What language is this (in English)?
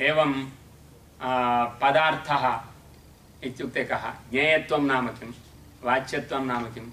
Sanskrit